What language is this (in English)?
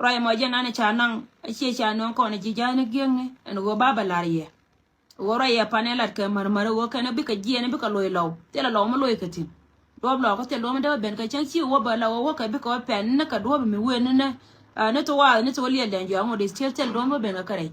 Nuer